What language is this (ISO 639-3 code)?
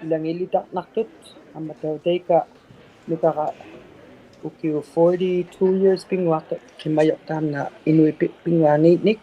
iku